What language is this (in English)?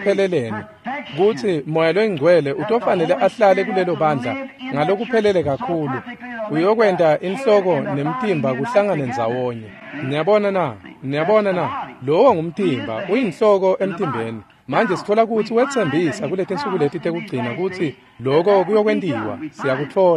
Swati